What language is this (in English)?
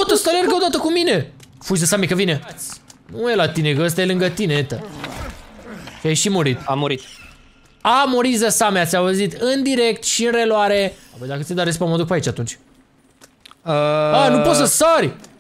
Romanian